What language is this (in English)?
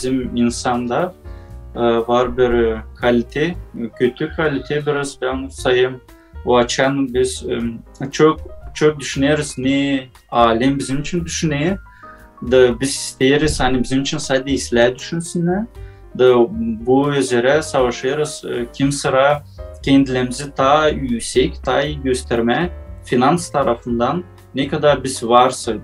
Gagauz